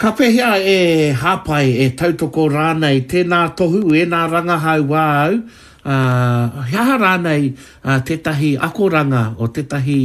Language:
Māori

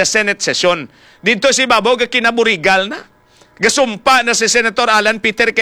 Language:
Hiligaynon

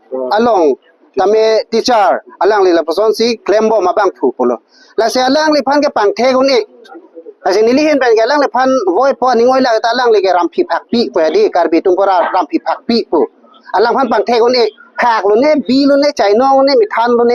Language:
Karbi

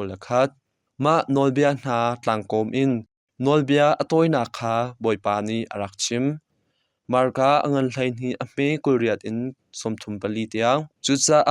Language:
Hakha Chin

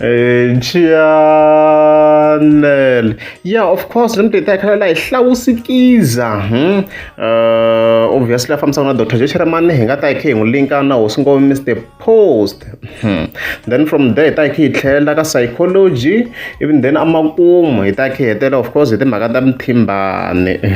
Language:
Tsonga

